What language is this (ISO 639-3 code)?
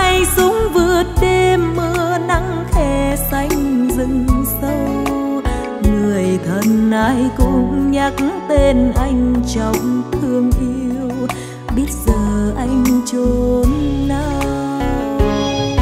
vie